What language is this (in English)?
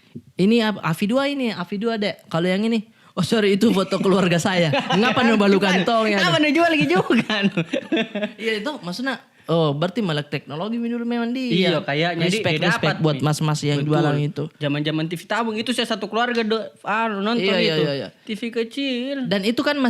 Makassar Malay